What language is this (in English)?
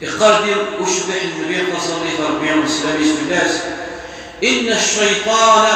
Kabyle